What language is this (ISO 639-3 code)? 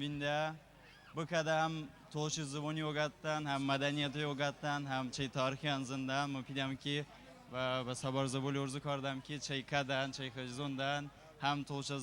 tly